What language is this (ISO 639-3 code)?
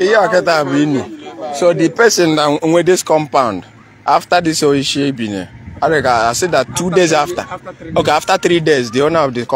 ibo